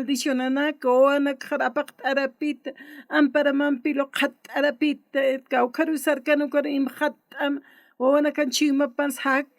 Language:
Aymara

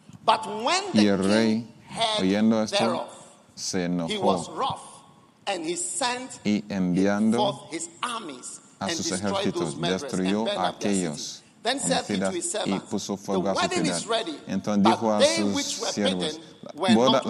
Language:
Spanish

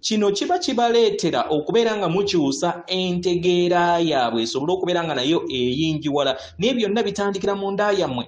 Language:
Ganda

